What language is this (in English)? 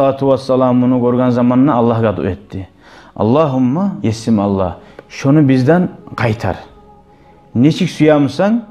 Kumyk